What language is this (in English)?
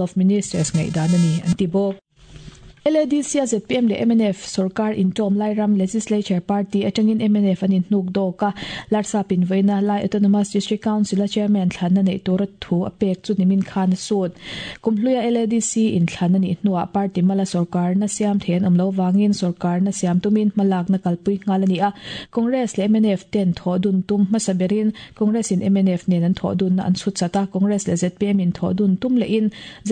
Mizo